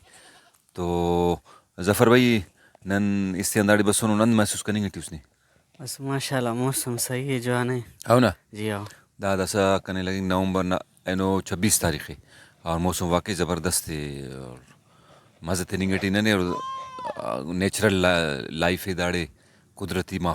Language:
Brahui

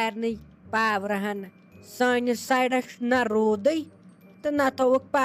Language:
Kashmiri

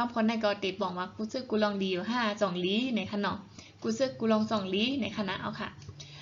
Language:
Shan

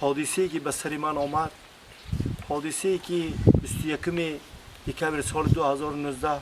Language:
Tajik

